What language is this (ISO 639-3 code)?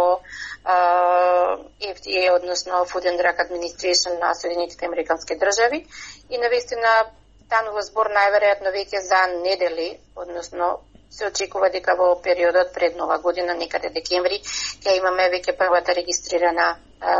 mkd